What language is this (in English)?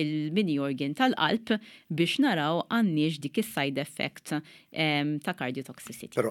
Maltese